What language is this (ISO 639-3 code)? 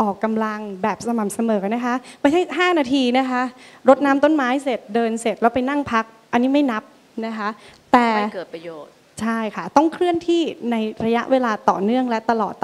tha